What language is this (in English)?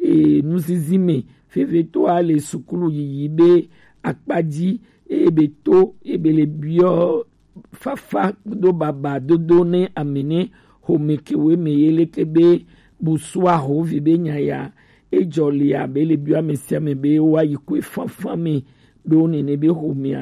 Gen